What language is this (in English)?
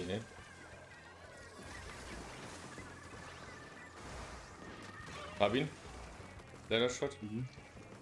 German